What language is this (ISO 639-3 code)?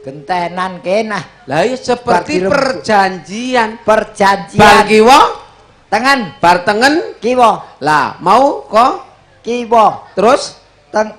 jav